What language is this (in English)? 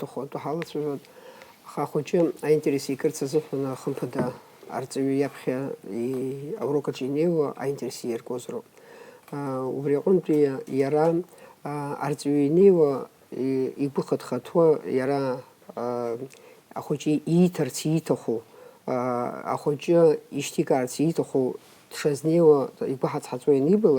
Abkhazian